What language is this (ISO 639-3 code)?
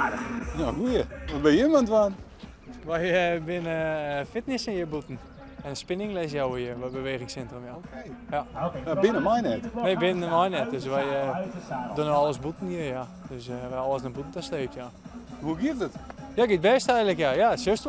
fry